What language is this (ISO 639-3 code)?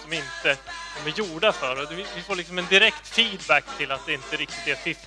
swe